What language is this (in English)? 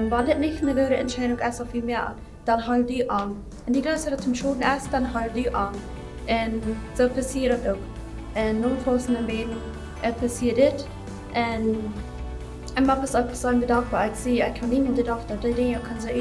Plautdietsch